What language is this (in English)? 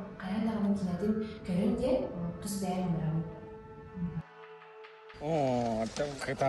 Yakut